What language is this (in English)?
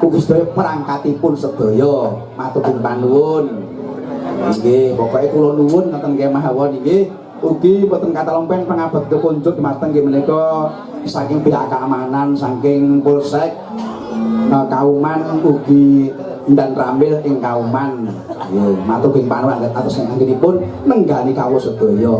Javanese